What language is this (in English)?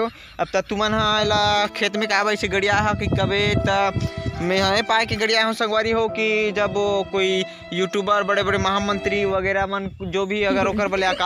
Chhattisgarhi